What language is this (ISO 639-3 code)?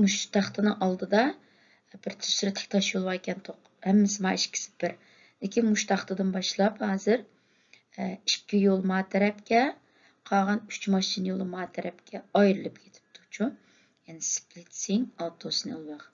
uig